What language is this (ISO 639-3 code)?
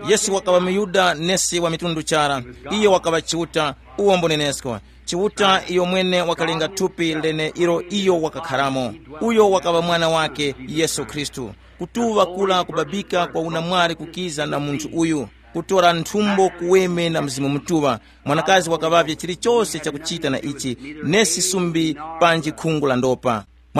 tum